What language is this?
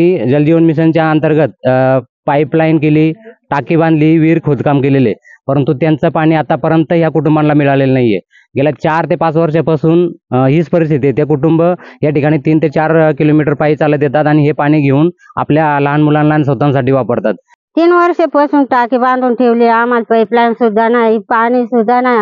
Marathi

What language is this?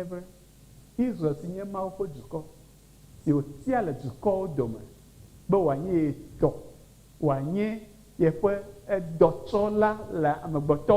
Ewe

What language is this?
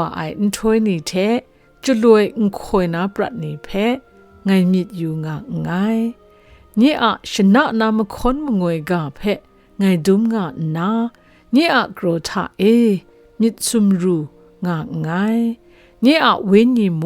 Kachin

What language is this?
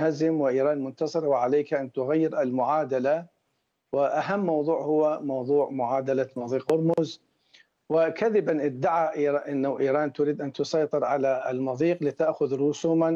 Arabic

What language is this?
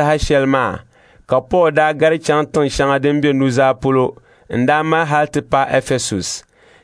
Dagbani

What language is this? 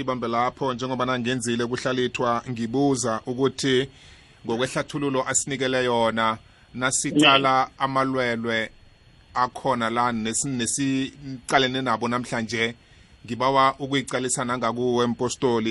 South Ndebele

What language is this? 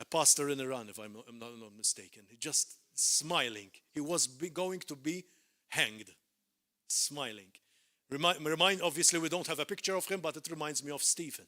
English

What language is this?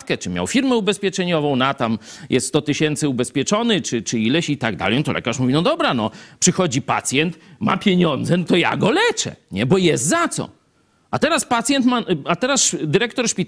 Polish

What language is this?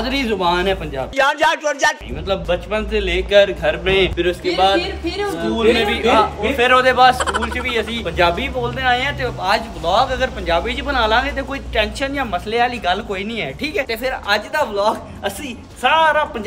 Punjabi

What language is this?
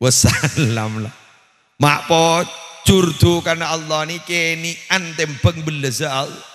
Madurese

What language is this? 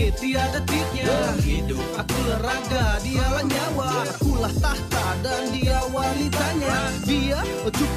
Indonesian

